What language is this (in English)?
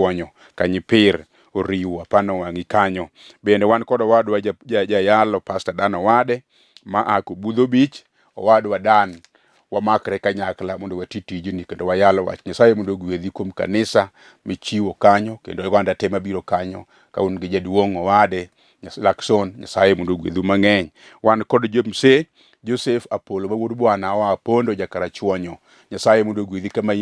Luo (Kenya and Tanzania)